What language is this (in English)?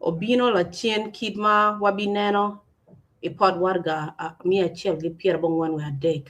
Acoli